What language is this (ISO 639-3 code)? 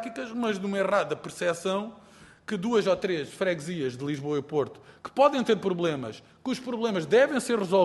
por